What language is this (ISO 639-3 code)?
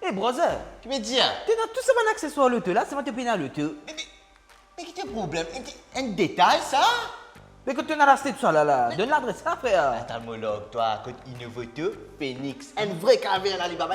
mfe